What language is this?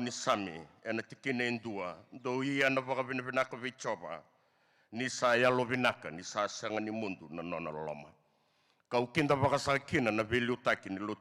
Fijian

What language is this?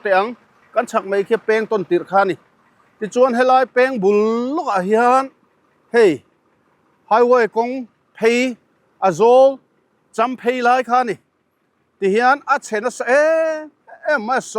Mizo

